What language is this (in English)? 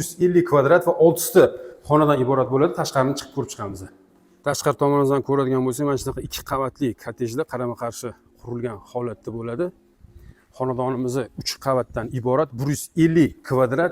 Uzbek